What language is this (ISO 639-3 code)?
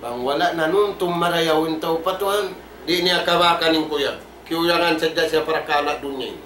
tsg